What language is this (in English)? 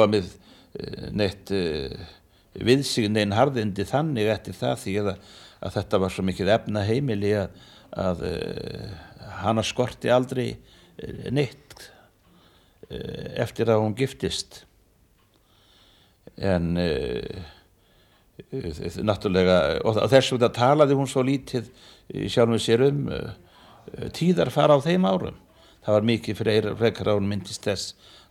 Icelandic